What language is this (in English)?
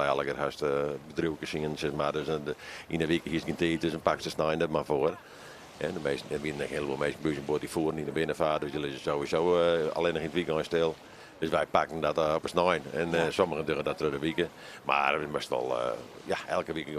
Western Frisian